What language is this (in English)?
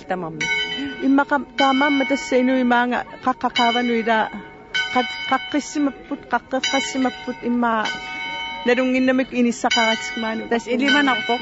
Kalaallisut